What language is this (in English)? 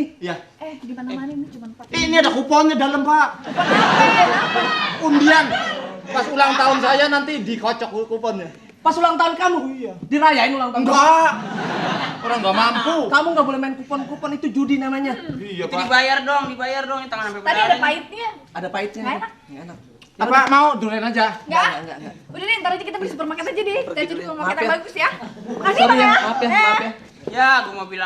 Betawi